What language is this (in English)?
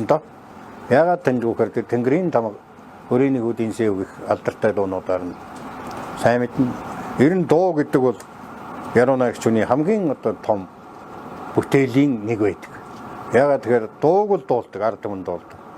Mongolian